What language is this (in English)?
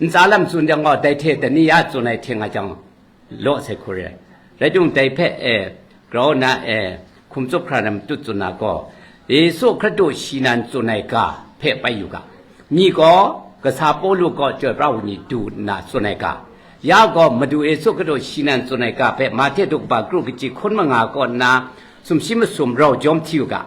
Kachin